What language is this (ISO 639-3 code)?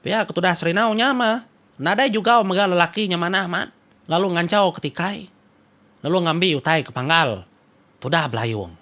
iba